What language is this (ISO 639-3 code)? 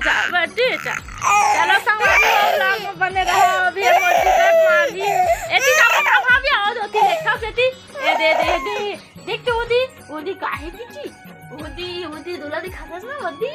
hne